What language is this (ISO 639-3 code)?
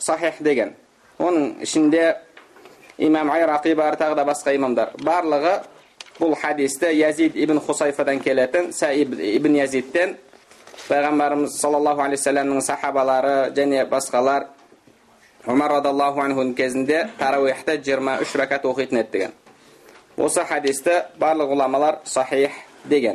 kaz